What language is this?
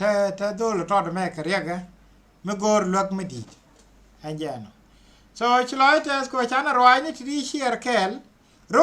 Nuer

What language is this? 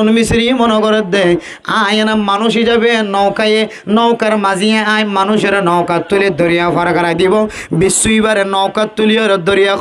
Rohingya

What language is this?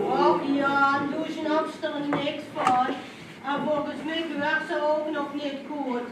Limburgish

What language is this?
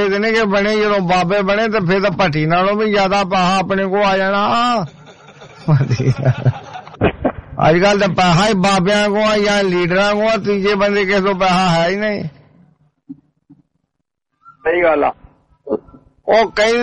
Punjabi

